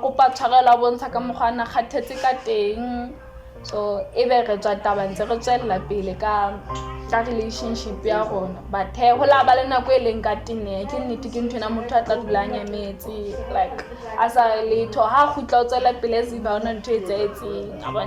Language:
Southern Sotho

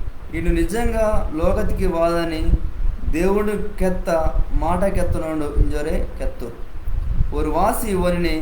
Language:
Koya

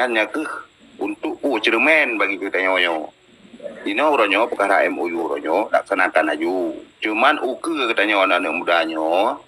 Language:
Achinese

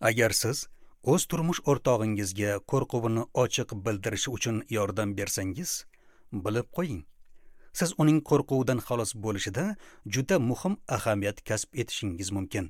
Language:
Uzbek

